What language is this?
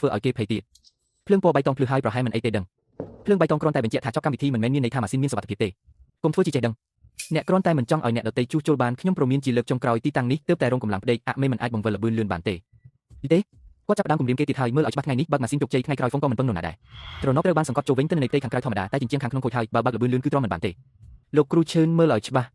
Khmer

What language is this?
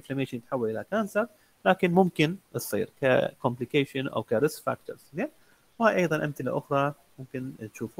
Mesopotamian Arabic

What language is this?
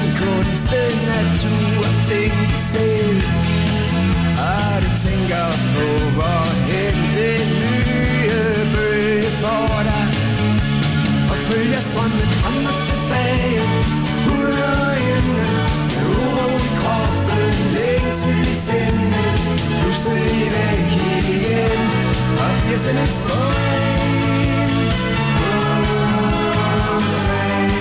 Danish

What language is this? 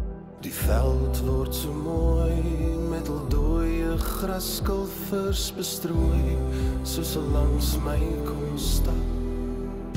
Afrikaans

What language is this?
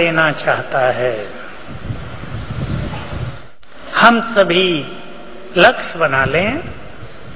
Hindi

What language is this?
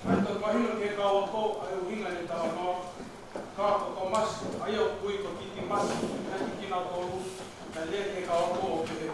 Tongan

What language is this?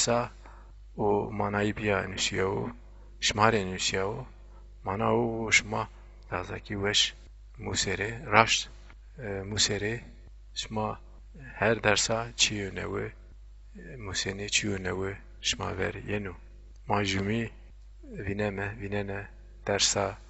Zaza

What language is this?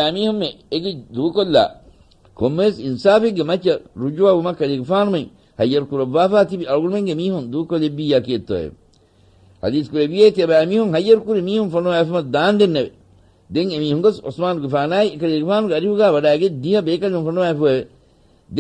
Divehi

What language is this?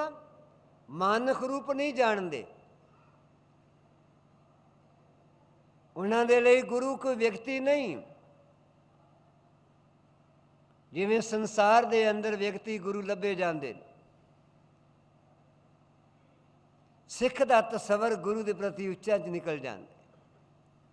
Punjabi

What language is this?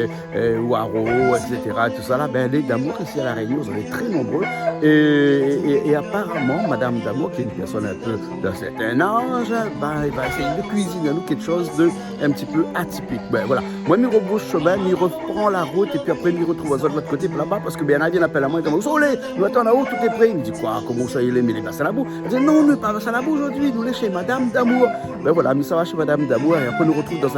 Réunion Creole French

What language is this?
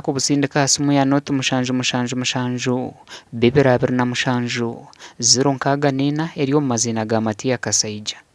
Nyankole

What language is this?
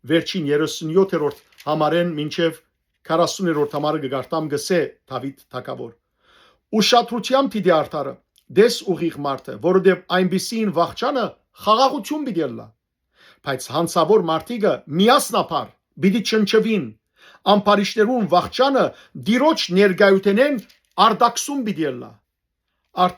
Western Armenian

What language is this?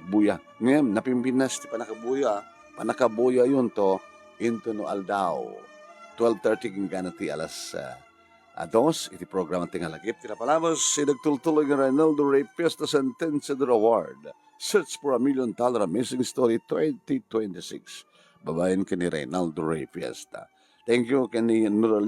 Iloko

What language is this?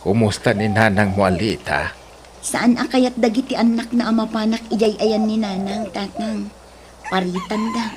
Iloko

